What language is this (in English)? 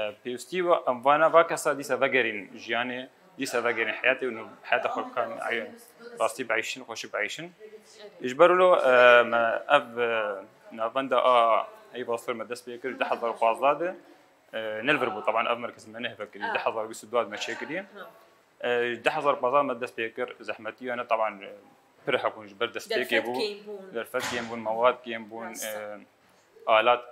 Kurdish